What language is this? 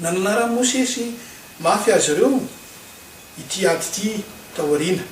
Malagasy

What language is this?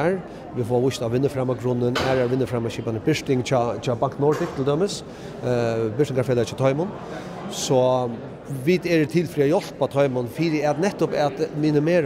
Faroese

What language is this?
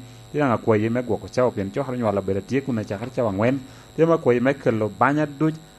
Lango (Uganda)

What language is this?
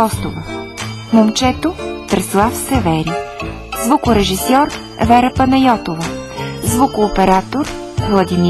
Bulgarian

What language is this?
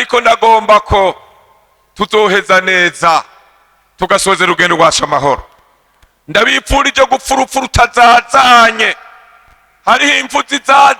Rundi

